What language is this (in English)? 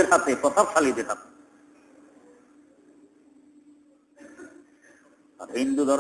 Bangla